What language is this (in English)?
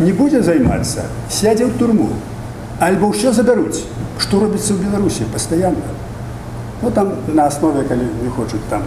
Belarusian